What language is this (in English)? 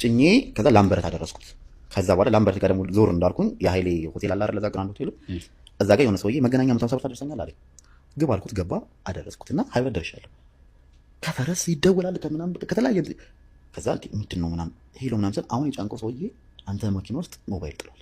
Amharic